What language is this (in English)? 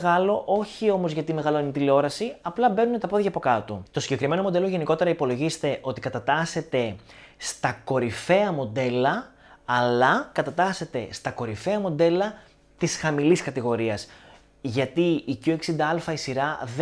Greek